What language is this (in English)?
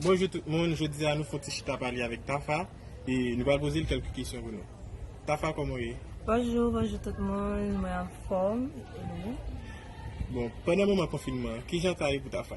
Haitian Creole